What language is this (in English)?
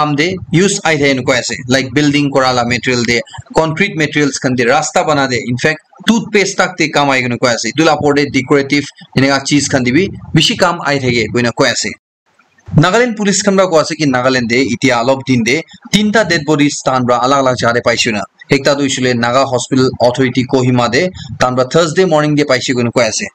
Naga Pidgin